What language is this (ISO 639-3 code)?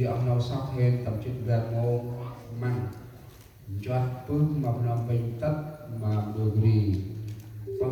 cmo